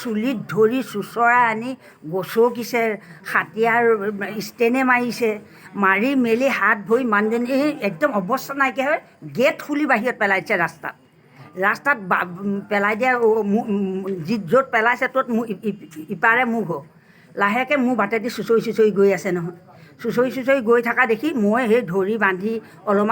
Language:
Assamese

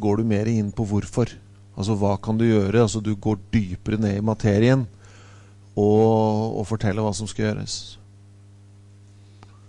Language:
Norwegian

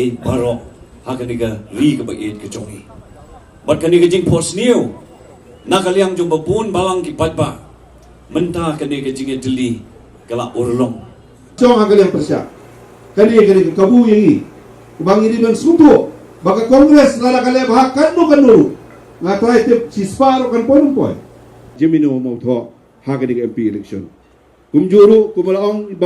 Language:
Khasi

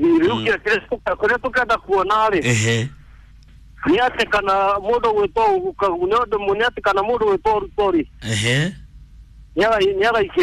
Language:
Kikuyu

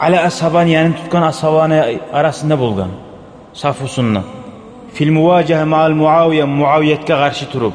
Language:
Kumyk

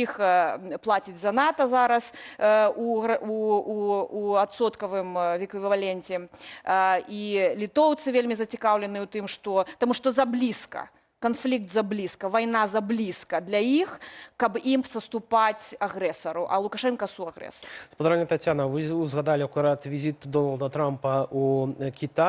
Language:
Belarusian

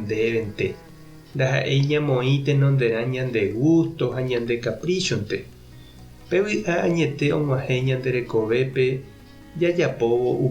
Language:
Guarani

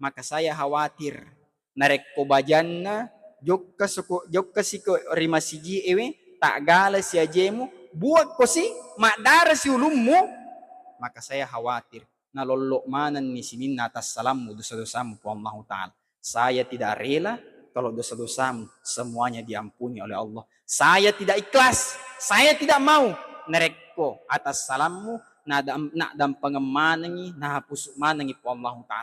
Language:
Buginese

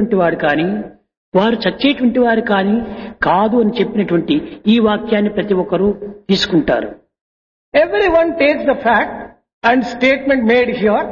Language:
Telugu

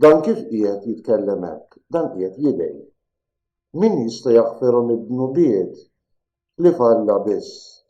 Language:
Maltese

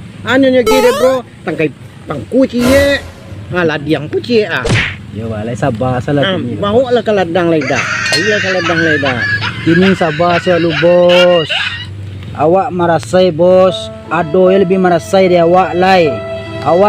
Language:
Minangkabau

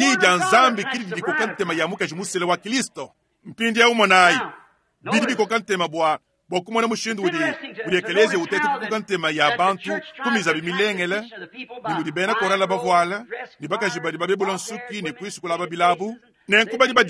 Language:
Luba-Lulua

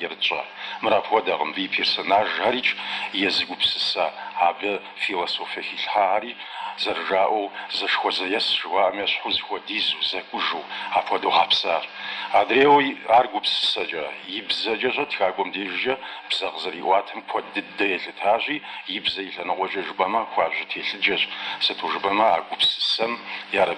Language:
Kabardian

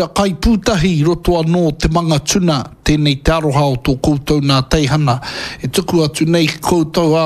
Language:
Māori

